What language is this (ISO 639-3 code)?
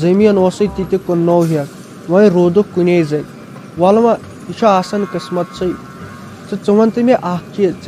kas